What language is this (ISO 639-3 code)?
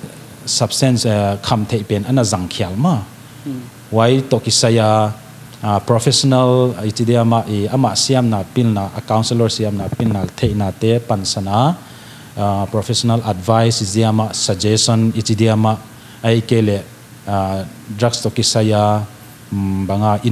pck